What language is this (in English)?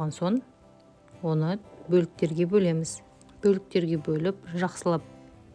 Kazakh